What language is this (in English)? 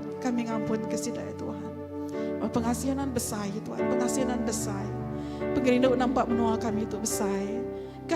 Iban